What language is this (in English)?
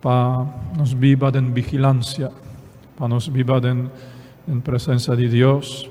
Papiamento